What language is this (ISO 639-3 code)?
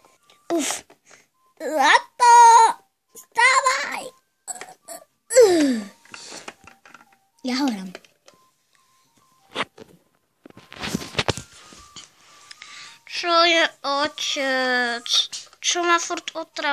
slk